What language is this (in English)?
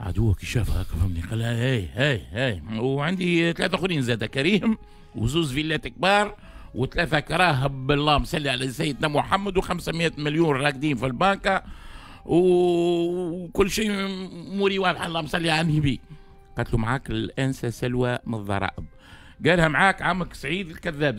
Tunisian Arabic